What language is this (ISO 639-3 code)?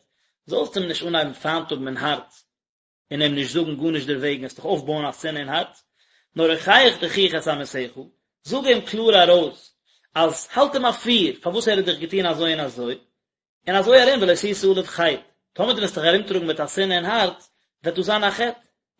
yid